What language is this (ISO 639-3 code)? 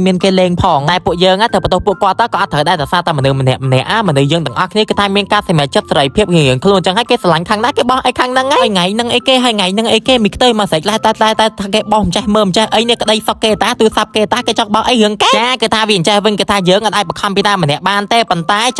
khm